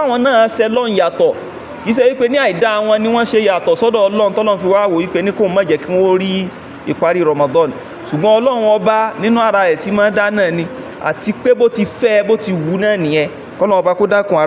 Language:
Yoruba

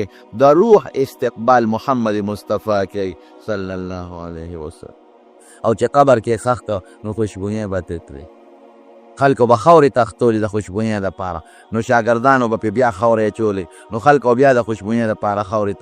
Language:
Pashto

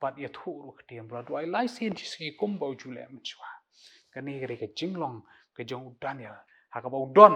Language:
Khasi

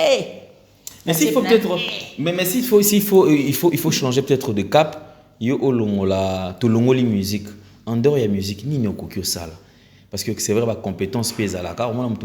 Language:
Lingala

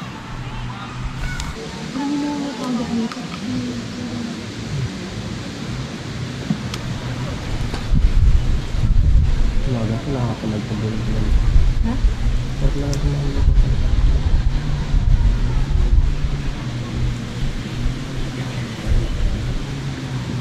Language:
Filipino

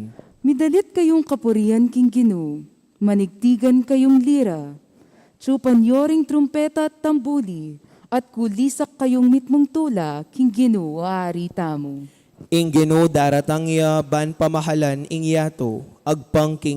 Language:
Pampanga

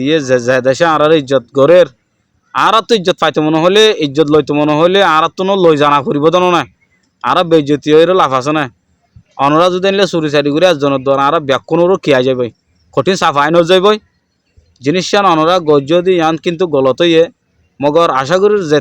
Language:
Rohingya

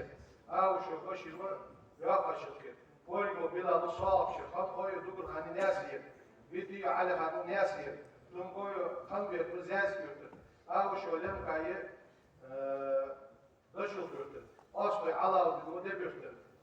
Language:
Ingush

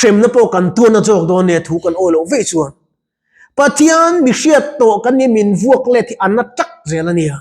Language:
Mizo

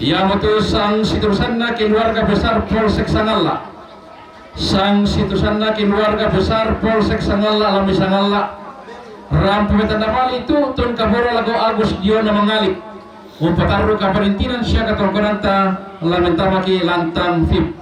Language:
Toraja-Sa'dan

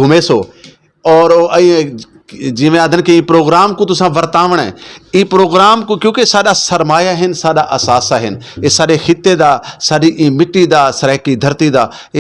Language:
Saraiki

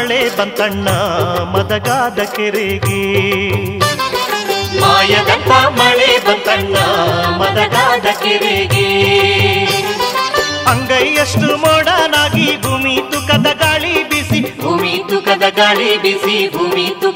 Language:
Kannada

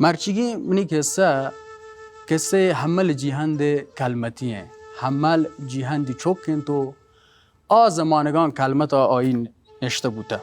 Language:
Baluchi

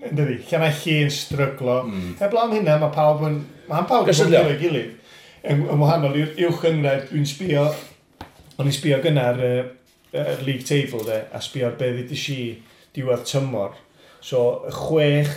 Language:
Welsh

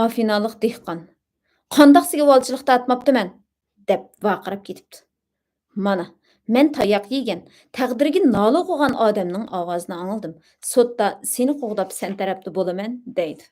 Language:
Uyghur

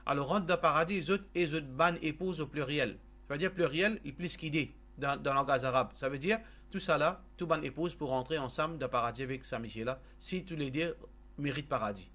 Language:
Morisyen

